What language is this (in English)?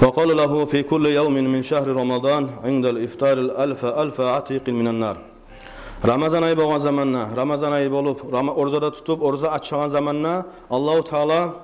Kumyk